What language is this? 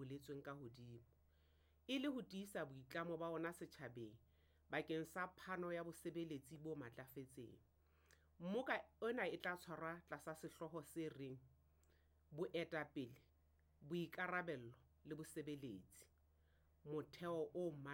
Southern Sotho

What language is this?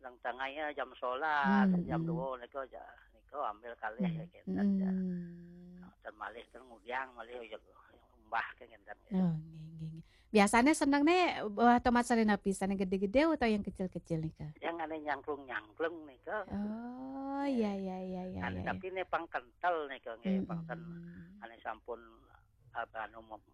Balinese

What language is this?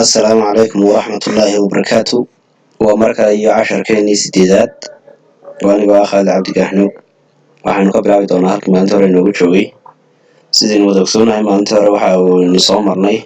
Somali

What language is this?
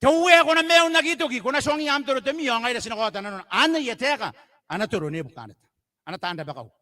Gilbertese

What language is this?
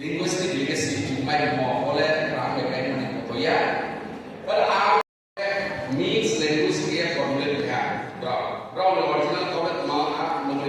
Riang (India)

